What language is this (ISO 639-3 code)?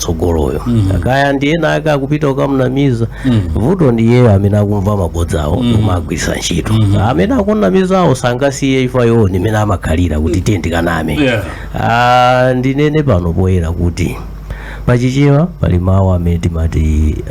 nya